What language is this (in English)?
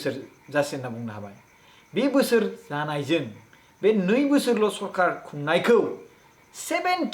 Bodo